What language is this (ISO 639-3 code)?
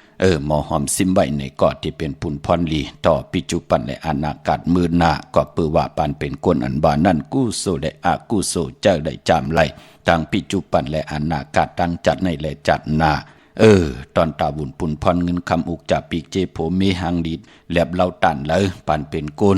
shn